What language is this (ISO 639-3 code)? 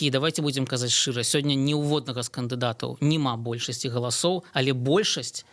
bel